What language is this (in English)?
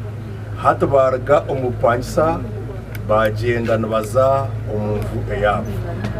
Nyankole